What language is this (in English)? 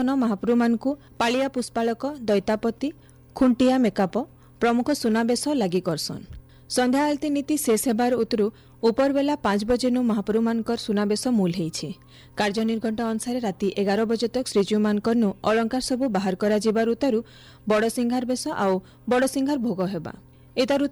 Odia